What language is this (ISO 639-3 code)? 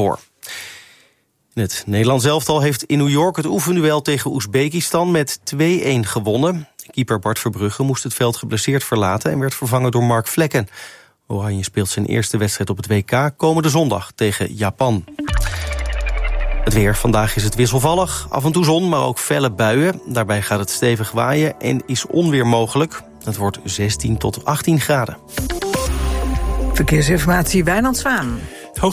nld